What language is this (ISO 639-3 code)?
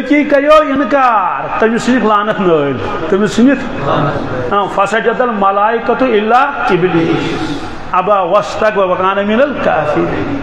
kas